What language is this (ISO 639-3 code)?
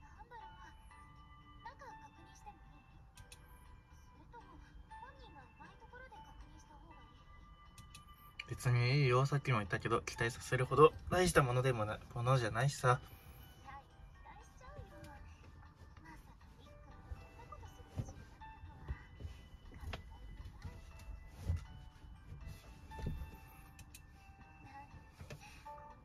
jpn